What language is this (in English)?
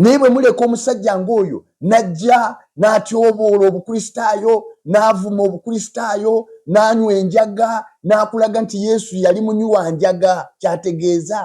Ganda